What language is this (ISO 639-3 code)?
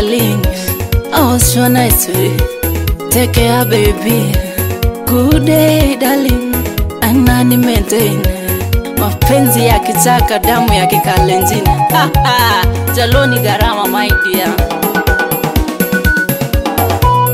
swa